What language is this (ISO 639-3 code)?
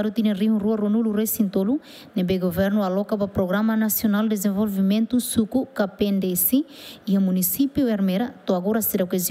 tet